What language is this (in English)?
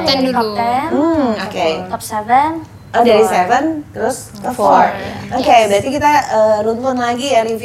Indonesian